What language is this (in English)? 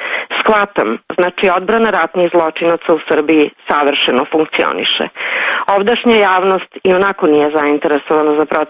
Serbian